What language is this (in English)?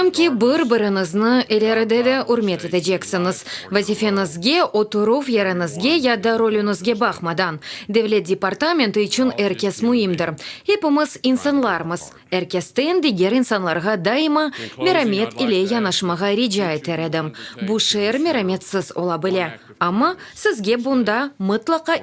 Crimean Tatar